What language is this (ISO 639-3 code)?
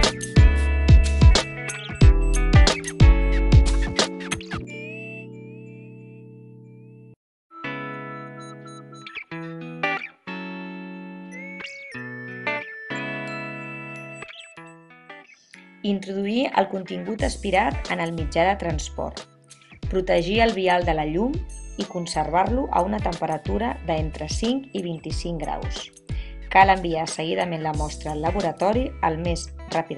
cat